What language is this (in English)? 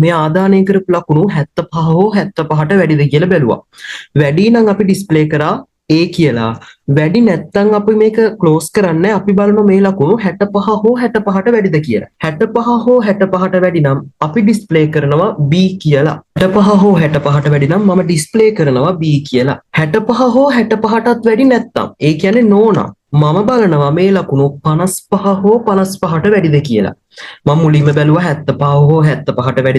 Sinhala